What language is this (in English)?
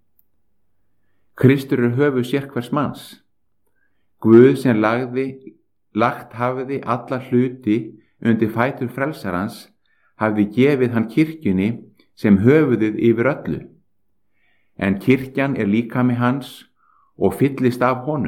Icelandic